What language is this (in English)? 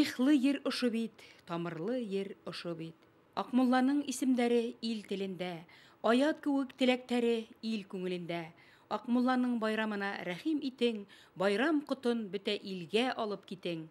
Bashkir